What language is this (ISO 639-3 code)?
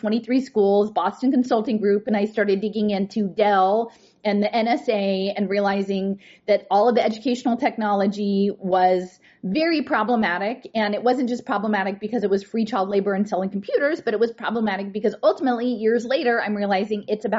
eng